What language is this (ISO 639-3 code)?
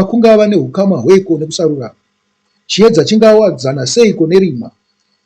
sna